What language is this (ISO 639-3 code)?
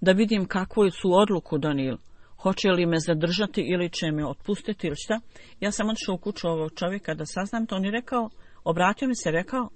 bos